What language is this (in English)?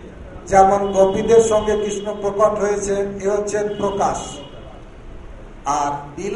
Bangla